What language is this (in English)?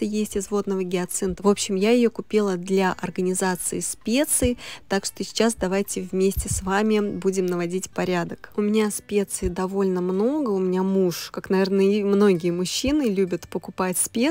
Russian